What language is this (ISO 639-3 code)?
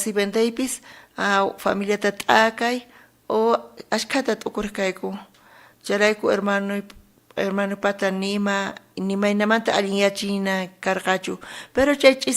quh